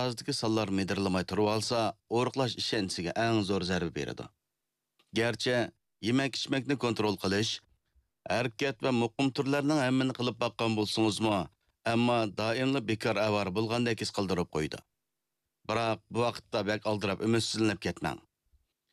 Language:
Uyghur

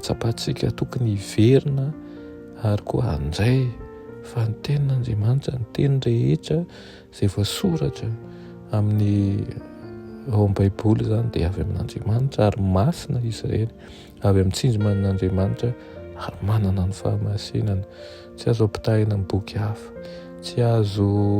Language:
Malagasy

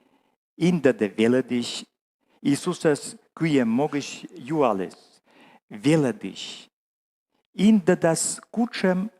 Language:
Komi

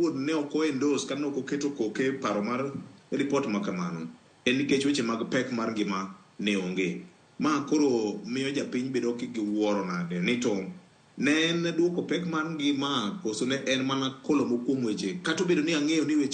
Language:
Luo (Kenya and Tanzania)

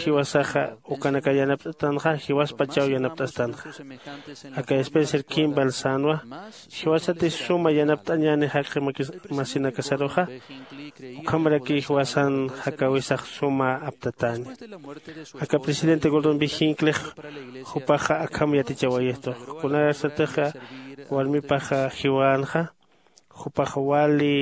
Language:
Aymara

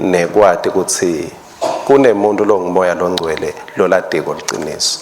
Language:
Swati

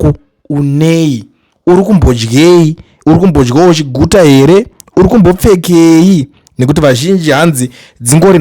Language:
Shona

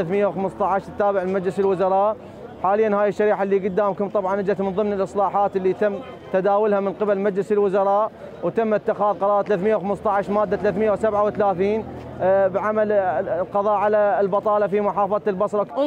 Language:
Mesopotamian Arabic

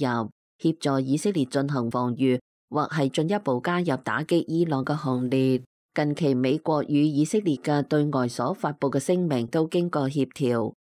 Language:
Cantonese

